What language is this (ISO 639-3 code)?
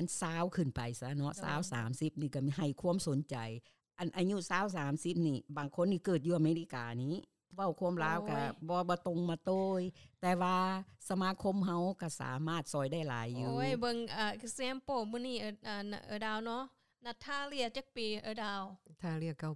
lao